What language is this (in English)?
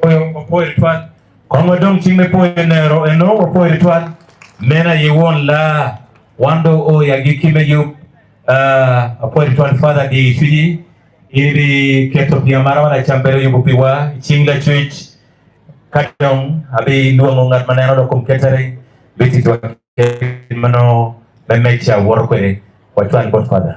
Acoli